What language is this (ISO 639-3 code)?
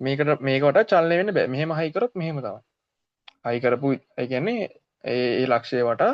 sin